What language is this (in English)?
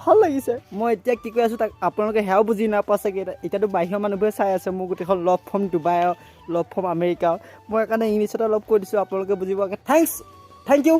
Assamese